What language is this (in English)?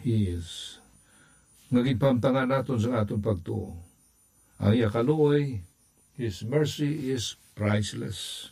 Hiligaynon